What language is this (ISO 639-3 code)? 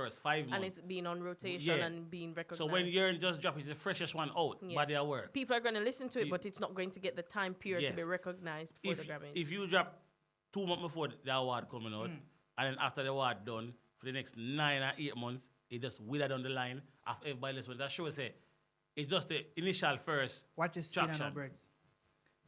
jam